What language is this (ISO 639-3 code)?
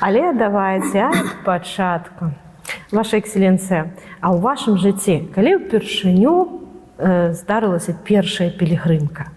bel